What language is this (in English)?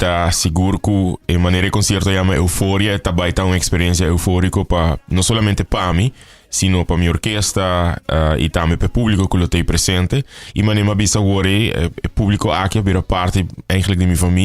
Papiamento